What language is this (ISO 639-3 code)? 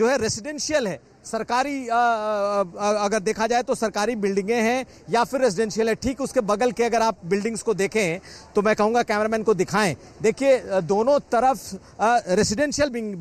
hin